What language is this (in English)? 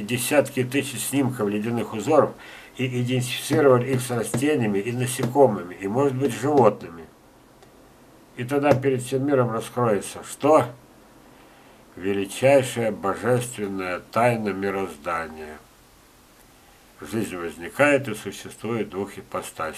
Russian